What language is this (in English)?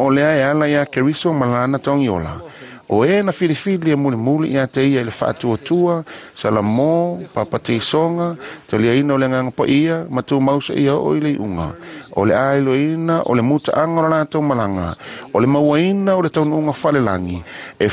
Samoan